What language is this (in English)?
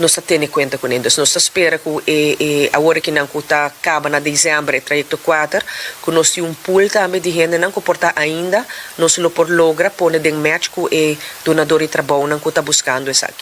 Papiamento